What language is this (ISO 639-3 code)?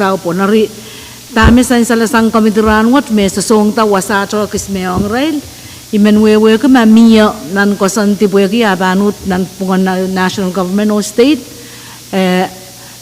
pon